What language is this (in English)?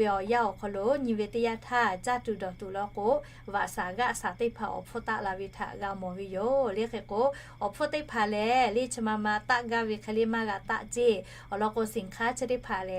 Lahu